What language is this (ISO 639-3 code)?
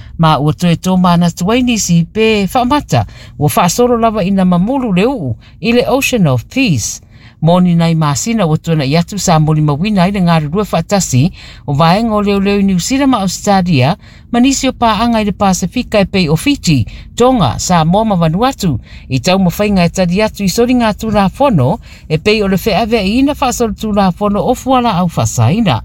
smo